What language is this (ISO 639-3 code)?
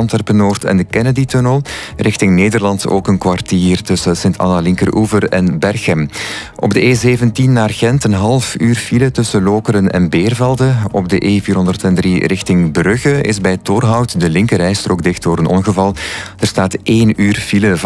nld